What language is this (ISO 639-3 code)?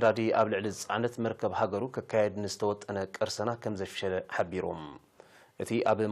tir